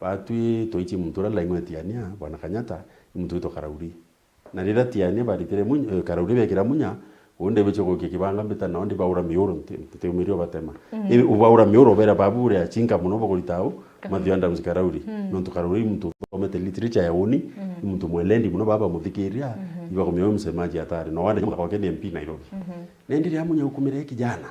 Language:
Meru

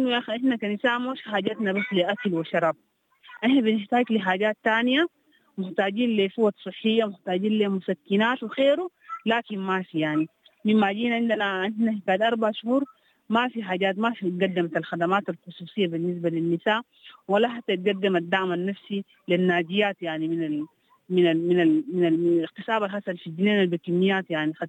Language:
Sudanese Arabic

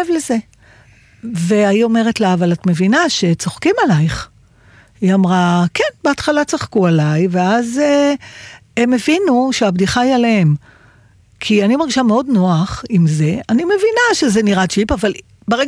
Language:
Hebrew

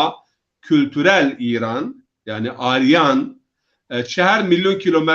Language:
Zaza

